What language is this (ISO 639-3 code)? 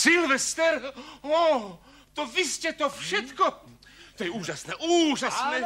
slk